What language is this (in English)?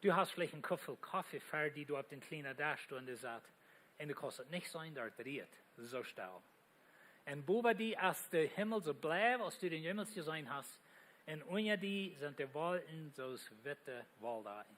Plautdietsch